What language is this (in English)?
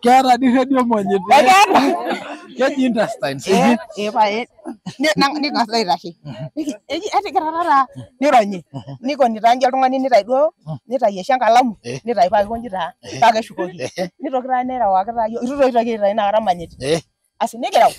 Masai